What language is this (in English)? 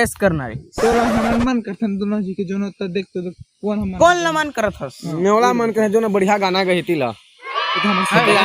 Chhattisgarhi